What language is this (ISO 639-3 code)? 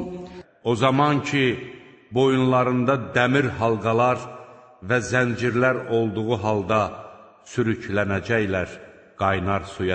aze